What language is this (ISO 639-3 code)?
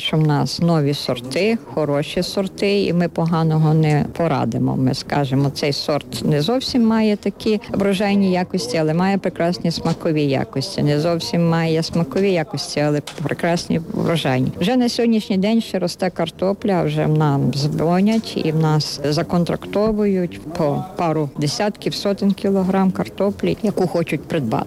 ukr